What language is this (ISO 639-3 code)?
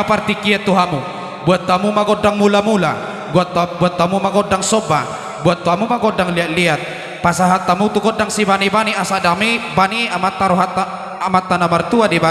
bbc